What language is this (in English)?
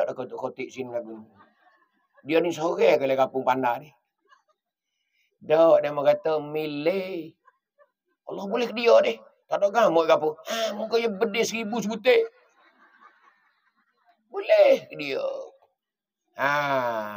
Pattani Malay